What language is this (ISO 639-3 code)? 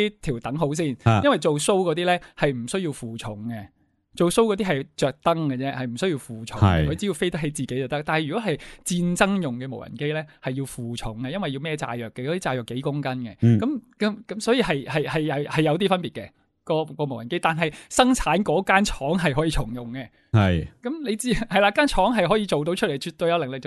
yue